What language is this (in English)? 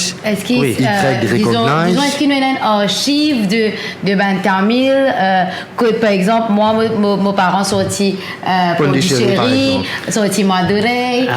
Morisyen